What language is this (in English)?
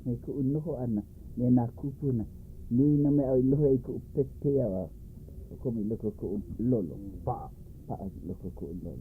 Hawaiian